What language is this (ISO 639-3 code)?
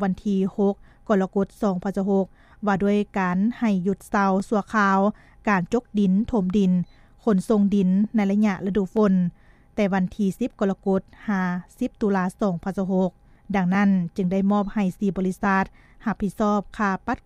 lao